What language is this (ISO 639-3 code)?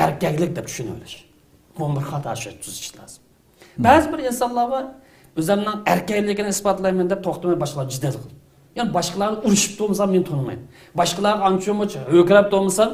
uig